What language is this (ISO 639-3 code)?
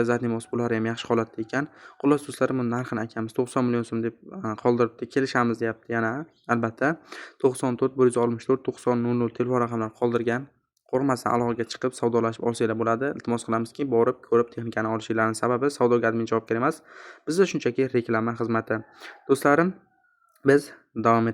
uzb